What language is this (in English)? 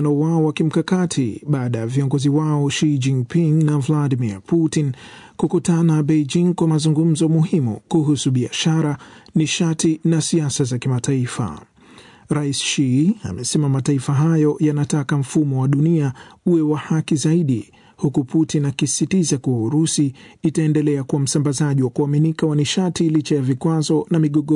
Swahili